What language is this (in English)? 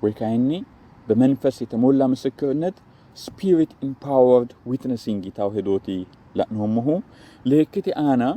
Sidamo